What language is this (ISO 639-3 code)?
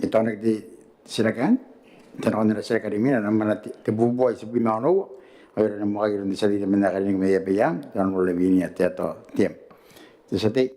gil